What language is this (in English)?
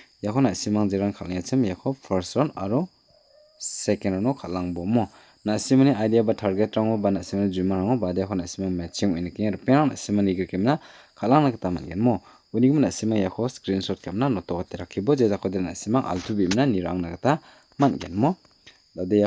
Garo